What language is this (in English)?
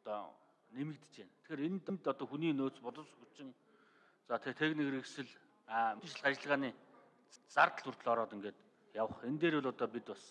Mongolian